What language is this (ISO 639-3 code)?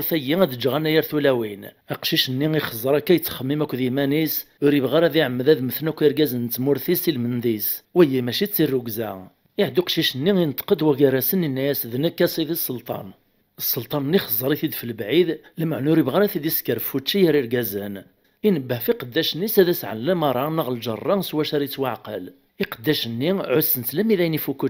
kab